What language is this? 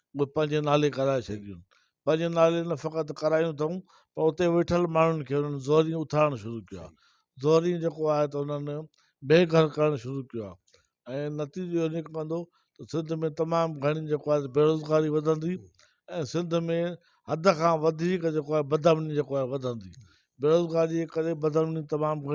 Sindhi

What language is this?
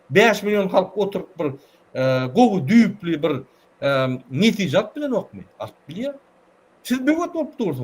Turkmen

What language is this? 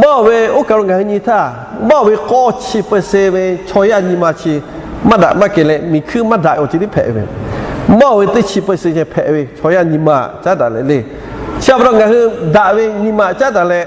Lahu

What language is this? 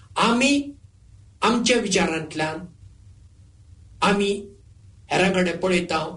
Konkani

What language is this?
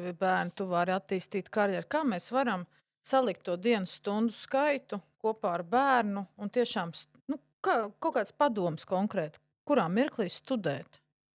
Latvian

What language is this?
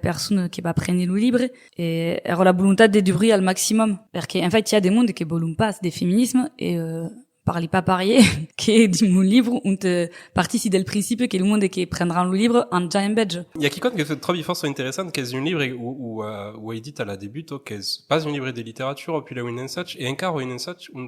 Occitan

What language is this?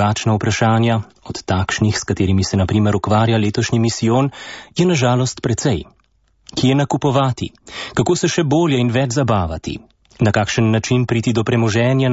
Slovenian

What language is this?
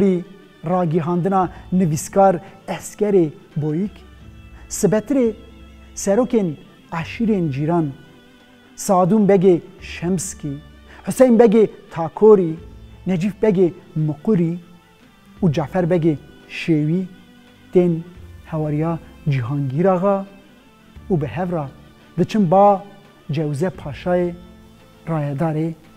Kurdish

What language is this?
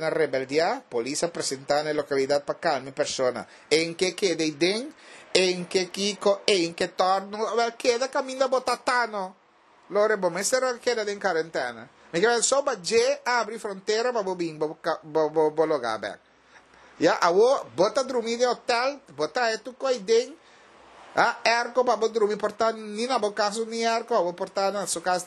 Papiamento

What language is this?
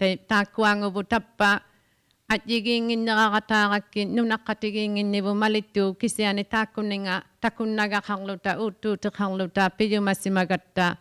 Inuktitut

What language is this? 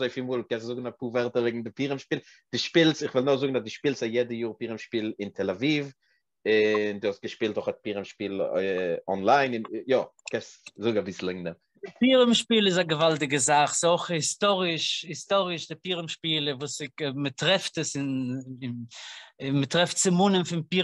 Yiddish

